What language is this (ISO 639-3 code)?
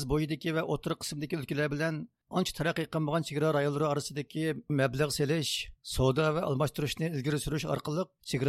uig